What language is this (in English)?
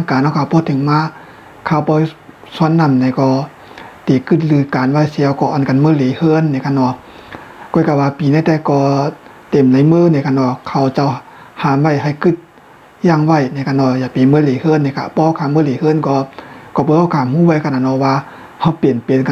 Shan